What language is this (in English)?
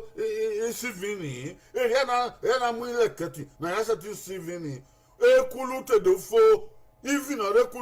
Bini